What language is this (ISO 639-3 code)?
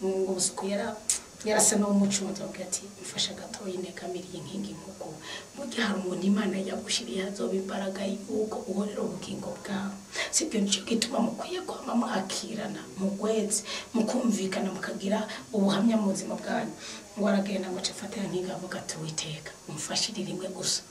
run